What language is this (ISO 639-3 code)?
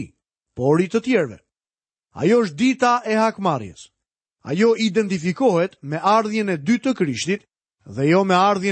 sqi